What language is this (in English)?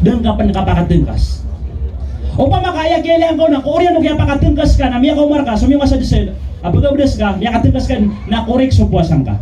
Maranao